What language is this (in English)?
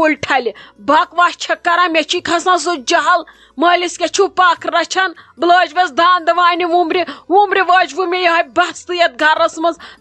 Kashmiri